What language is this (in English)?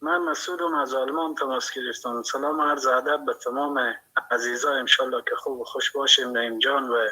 Persian